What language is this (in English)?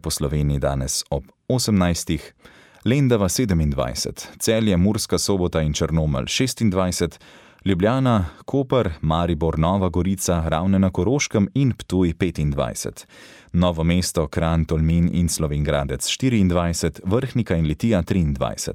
Slovenian